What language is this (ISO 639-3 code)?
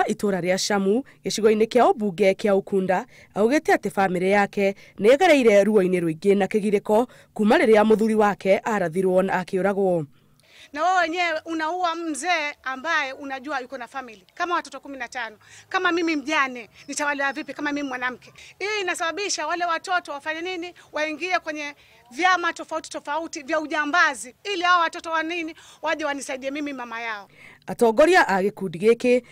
kik